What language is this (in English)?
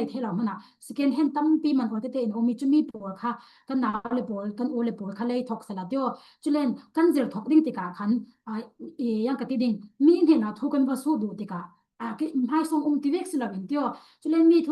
Falam Chin